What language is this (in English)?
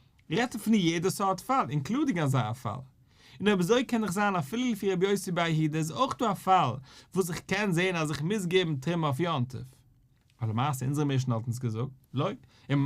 Yiddish